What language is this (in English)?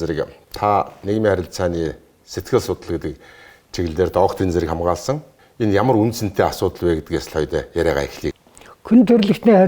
Mongolian